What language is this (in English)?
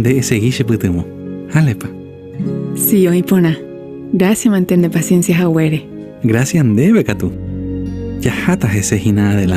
Guarani